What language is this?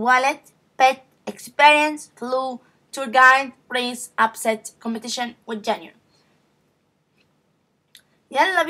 Egyptian Arabic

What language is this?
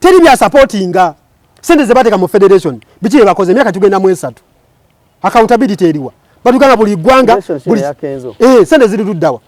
Ganda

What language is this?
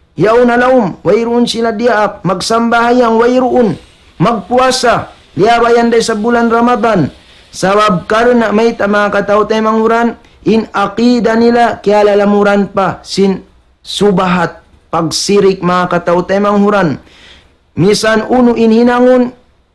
Tausug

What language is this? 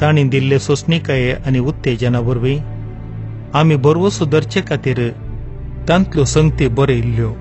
Konkani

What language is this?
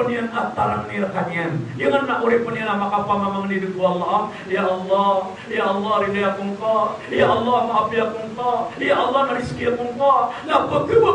Maranao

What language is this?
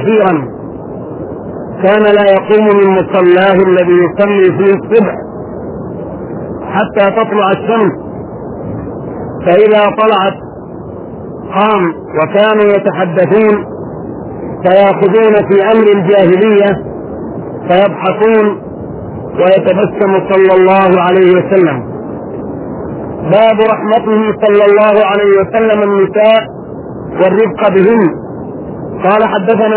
Arabic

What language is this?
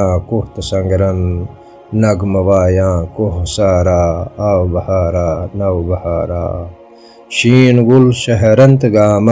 Kashmiri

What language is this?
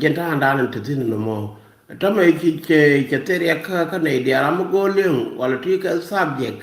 Nuer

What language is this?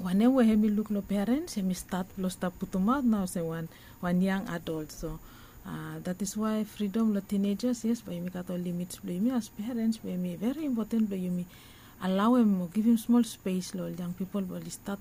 Bislama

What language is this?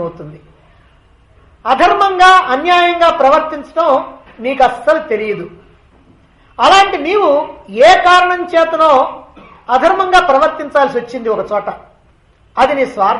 Telugu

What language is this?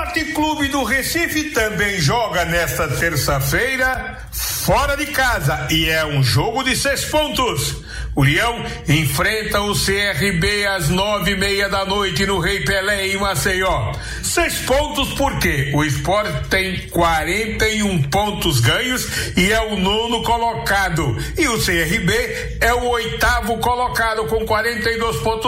Portuguese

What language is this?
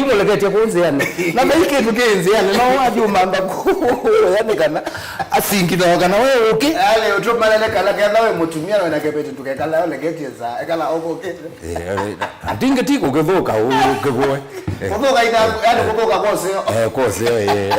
Kamba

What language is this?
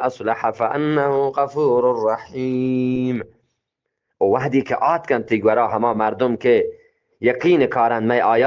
Eastern Balochi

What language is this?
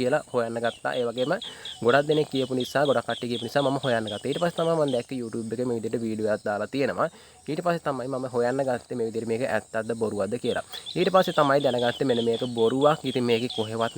Sinhala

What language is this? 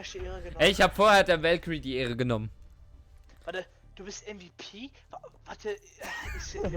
Swiss German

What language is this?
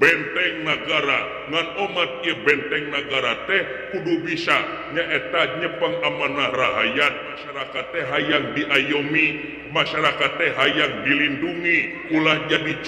Sundanese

